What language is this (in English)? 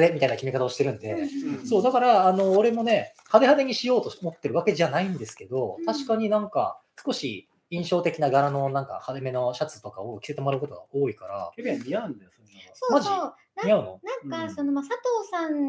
Japanese